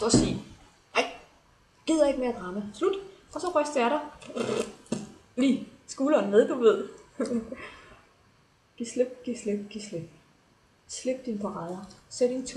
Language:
Danish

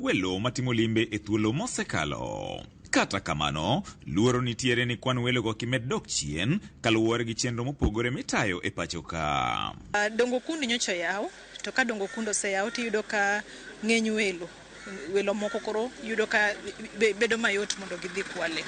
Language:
Luo (Kenya and Tanzania)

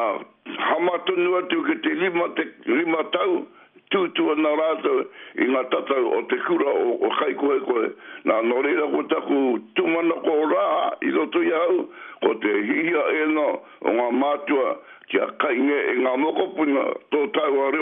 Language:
Māori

